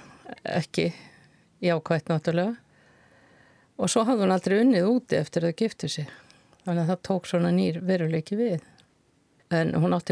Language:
Icelandic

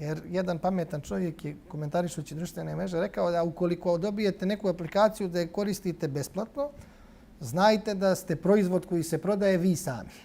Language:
Bosnian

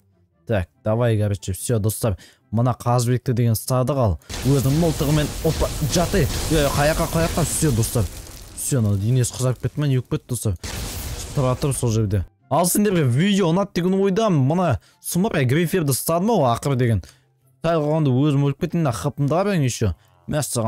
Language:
Kazakh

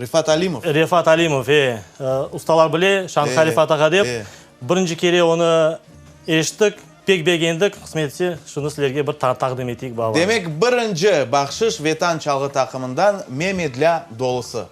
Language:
Crimean Tatar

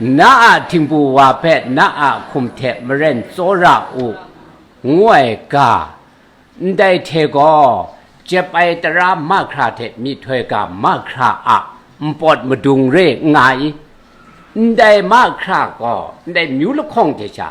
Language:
Kachin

